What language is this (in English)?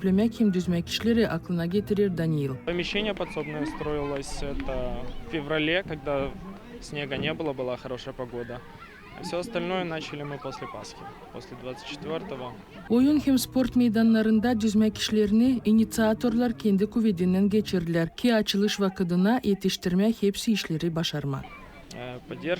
Gagauz